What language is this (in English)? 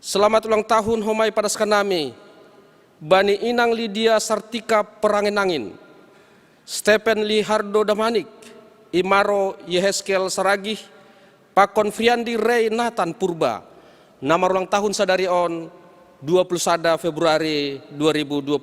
Batak Simalungun